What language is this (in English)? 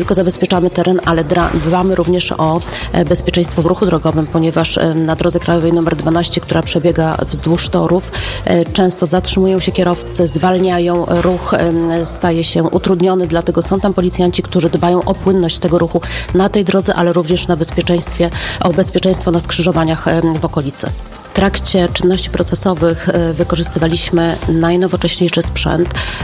Polish